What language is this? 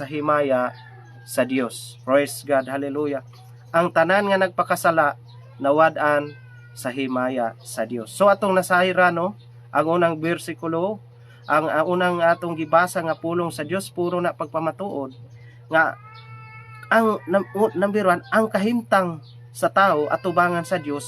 Cebuano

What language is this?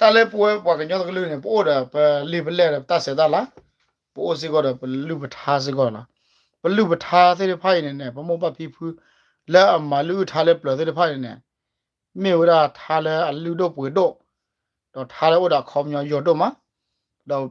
S'gaw Karen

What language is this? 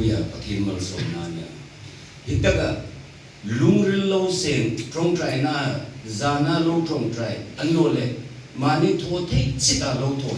Hmar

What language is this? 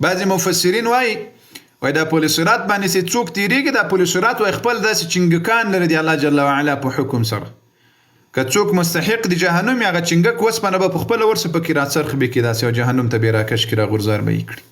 Pashto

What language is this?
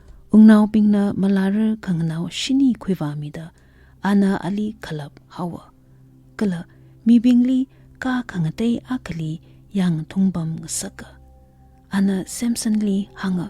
Tangkhul Naga (India)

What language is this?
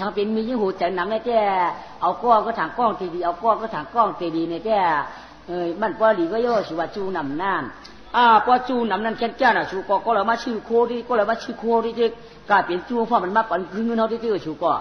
Shan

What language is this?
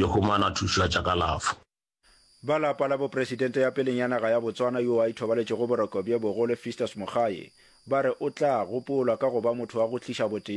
Northern Sotho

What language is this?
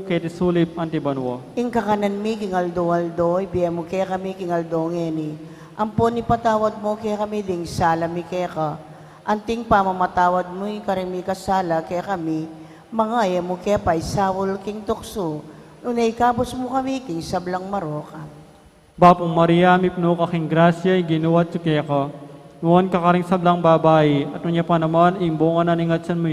Pampanga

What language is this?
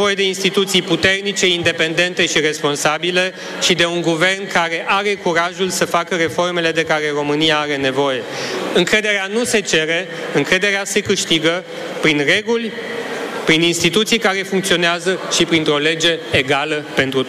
Romanian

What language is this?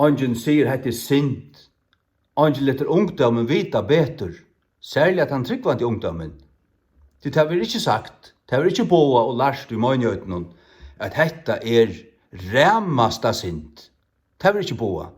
Faroese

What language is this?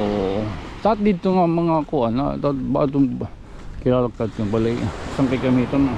Waray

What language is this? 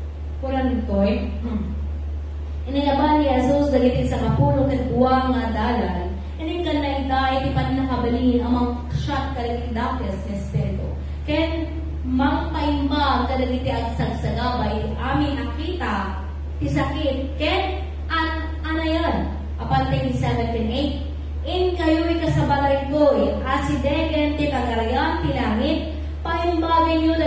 Iloko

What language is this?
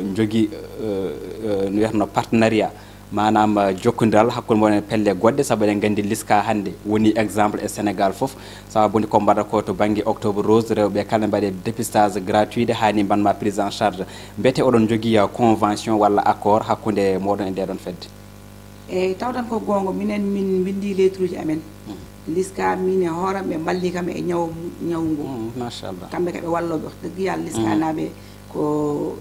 Fula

